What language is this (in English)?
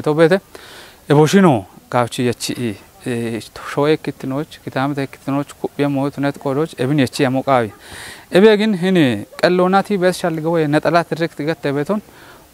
Kafa